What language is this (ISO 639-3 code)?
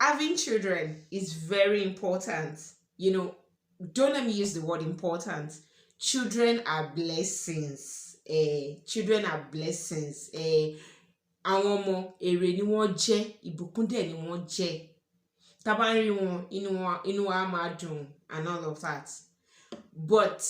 yor